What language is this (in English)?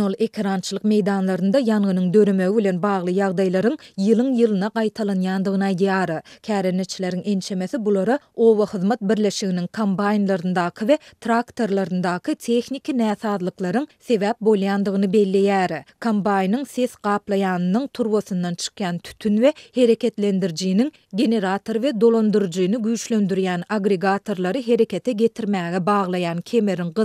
Turkmen